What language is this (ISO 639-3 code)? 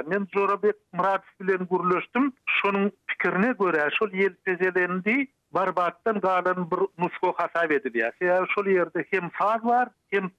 tuk